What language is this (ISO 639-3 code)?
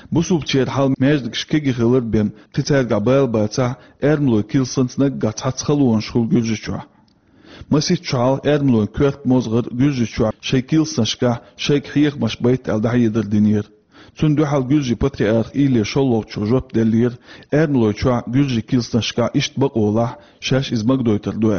che